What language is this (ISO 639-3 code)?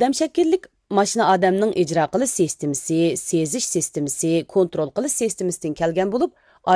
uig